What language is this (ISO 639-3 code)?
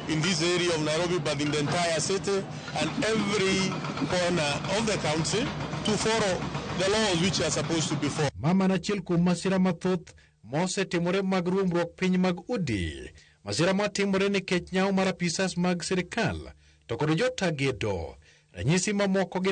luo